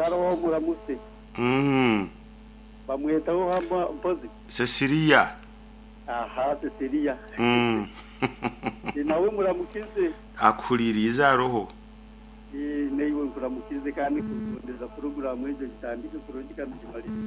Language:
Nyoro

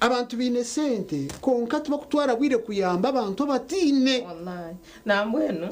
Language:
Nyankole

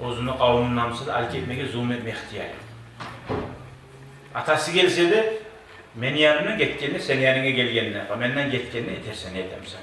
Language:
Kumyk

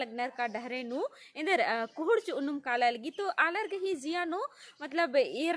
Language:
Kurukh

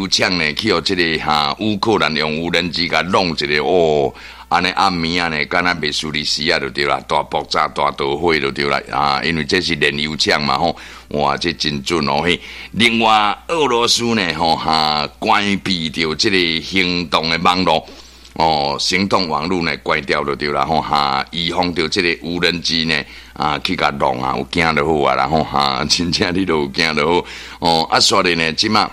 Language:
Min Nan Chinese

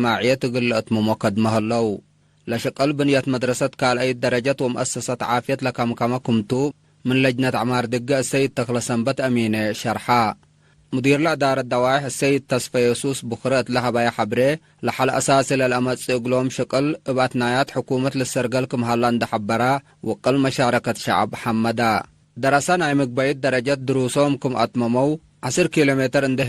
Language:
Tigre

